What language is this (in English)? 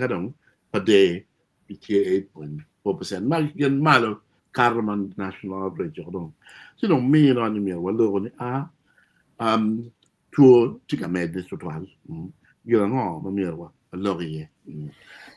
Acoli